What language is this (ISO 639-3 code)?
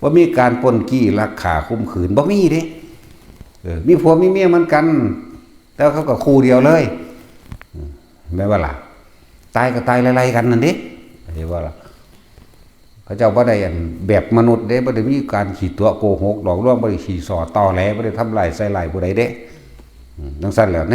tts